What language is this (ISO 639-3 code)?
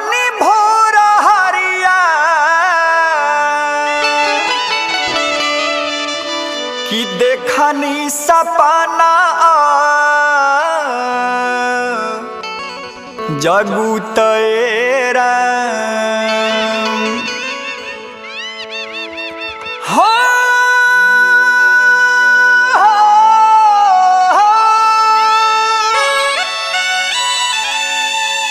bho